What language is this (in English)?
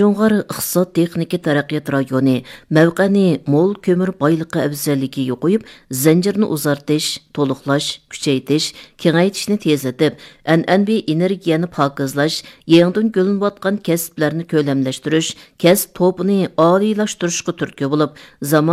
Uyghur